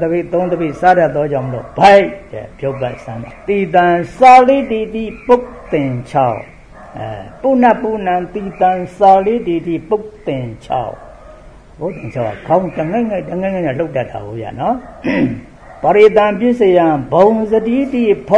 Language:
Burmese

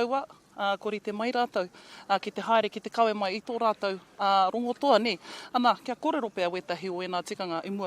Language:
Māori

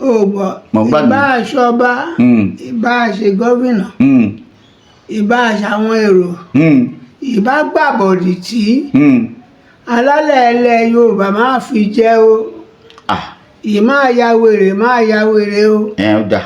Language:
Yoruba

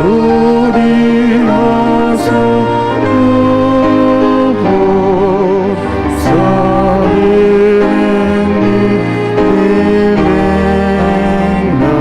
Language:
Batak Toba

